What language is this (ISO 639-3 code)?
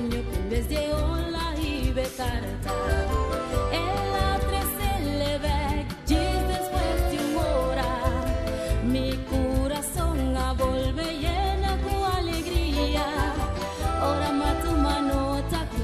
pap